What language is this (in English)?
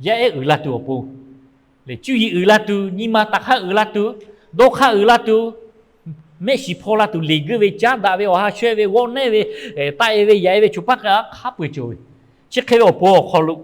Lahu